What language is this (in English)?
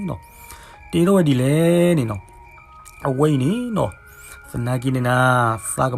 S'gaw Karen